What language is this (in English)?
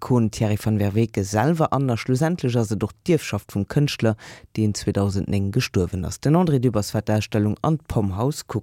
Luxembourgish